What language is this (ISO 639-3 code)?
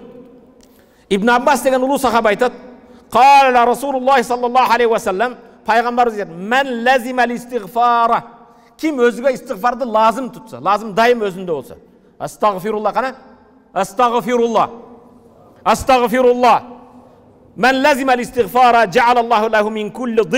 kir